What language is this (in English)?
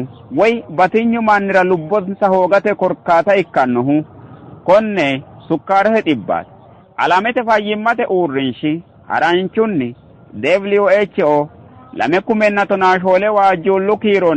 Sidamo